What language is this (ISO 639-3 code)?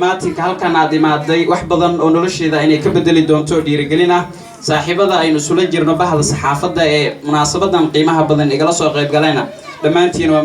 som